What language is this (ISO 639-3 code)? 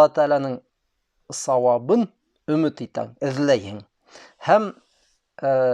bak